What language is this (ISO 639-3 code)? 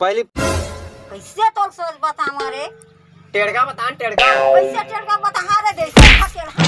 hne